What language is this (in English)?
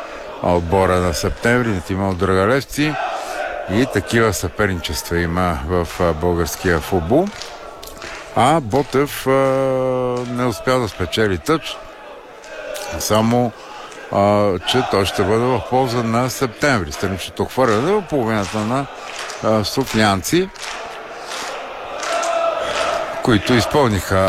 Bulgarian